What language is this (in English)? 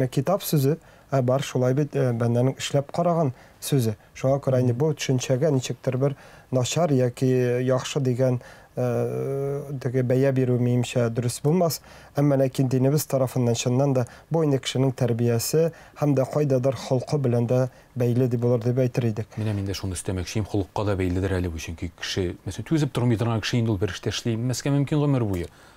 Tatar